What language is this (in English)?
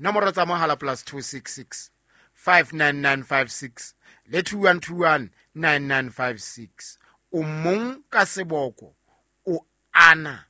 Southern Sotho